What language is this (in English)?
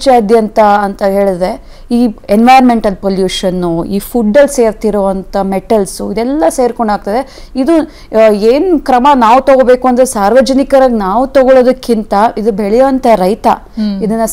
Kannada